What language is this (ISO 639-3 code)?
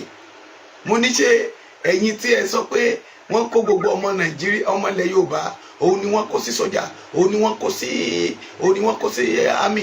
yor